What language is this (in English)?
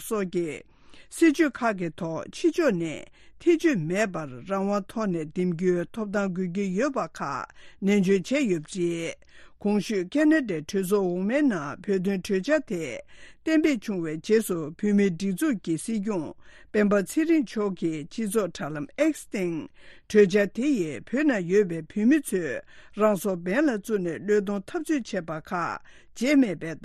Tibetan